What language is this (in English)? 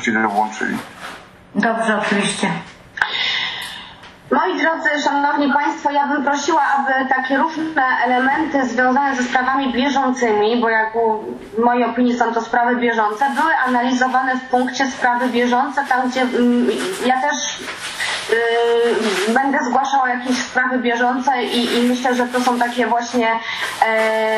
Polish